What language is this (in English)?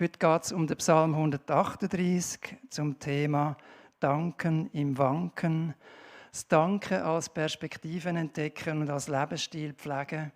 Swiss German